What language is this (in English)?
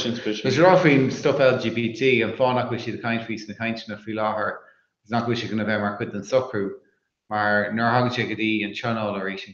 Irish